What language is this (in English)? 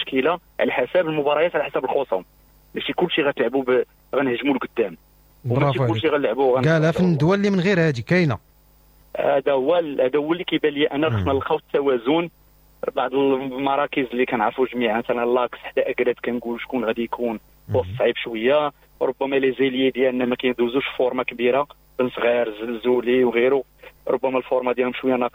Moroccan Arabic